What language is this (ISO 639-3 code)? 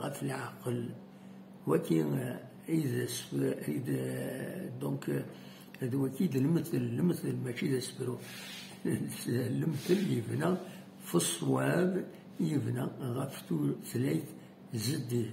kab